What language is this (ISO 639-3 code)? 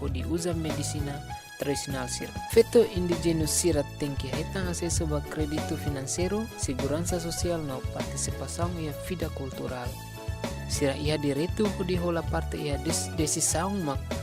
tet